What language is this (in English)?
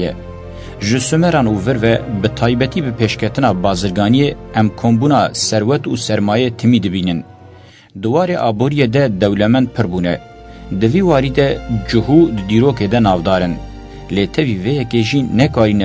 Kurdish